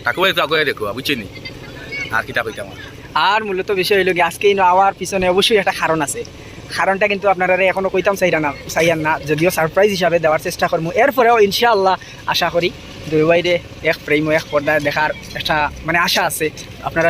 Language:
Sylheti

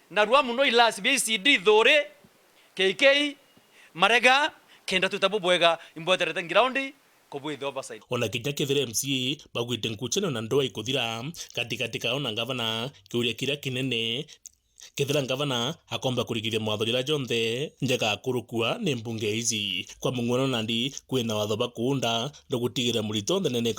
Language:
Meru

